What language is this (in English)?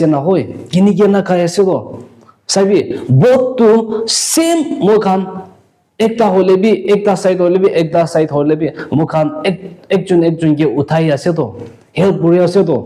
Naga Pidgin